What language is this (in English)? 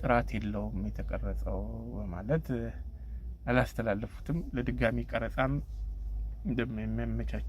Amharic